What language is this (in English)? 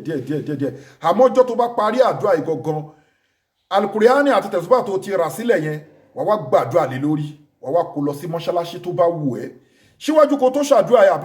Yoruba